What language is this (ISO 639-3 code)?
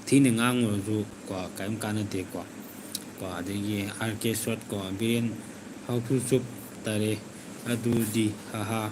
mni